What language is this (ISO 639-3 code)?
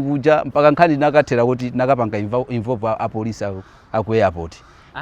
nya